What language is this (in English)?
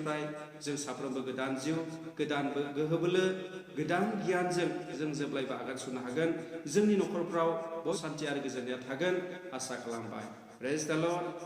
Bodo